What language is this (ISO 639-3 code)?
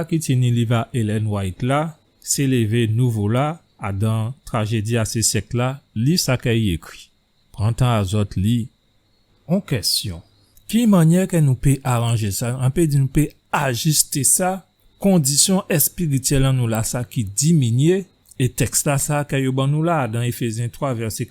gcf